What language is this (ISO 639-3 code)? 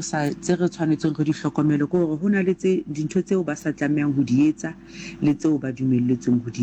sot